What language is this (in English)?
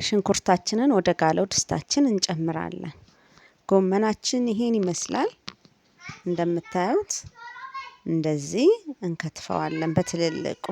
Amharic